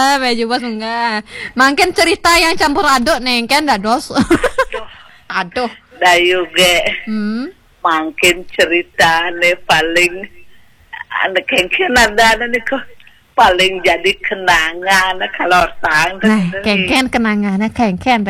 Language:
Balinese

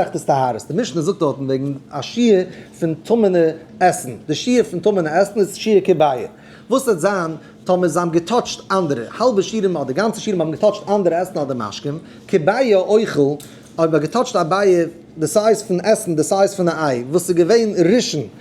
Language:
Yiddish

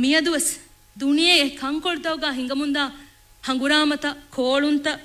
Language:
Divehi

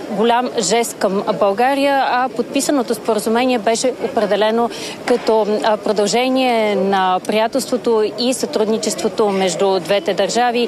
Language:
Bulgarian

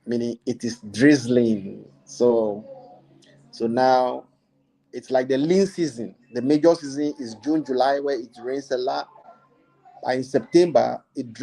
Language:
Ewe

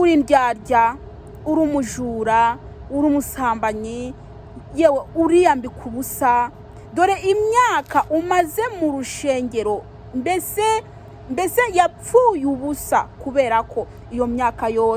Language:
Kinyarwanda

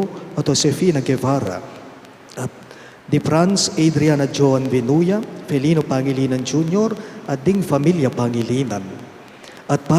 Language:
Pampanga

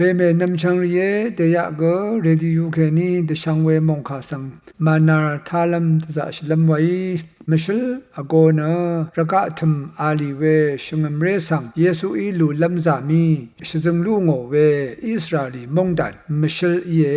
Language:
Rawang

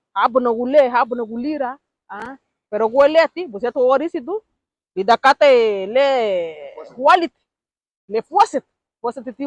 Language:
Garifuna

